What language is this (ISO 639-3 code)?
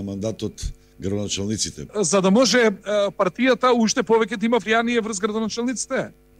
mkd